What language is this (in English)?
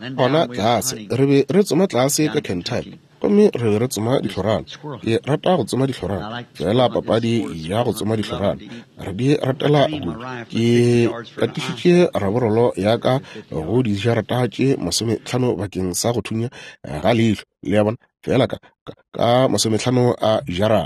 Northern Sotho